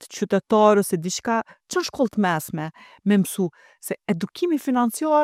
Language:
Albanian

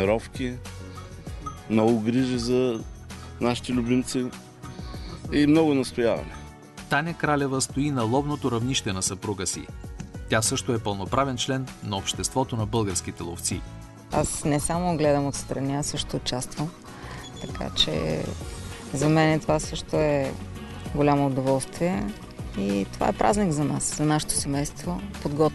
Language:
Bulgarian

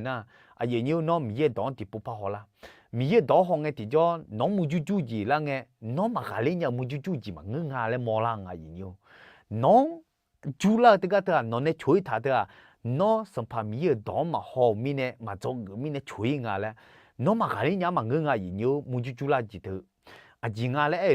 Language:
Akha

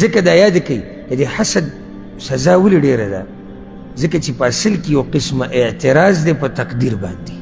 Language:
Pashto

